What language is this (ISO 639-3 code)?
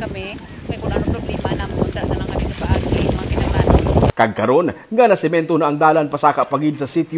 hil